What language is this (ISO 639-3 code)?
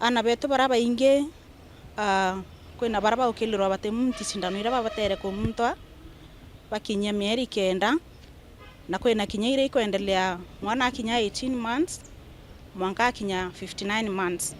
mer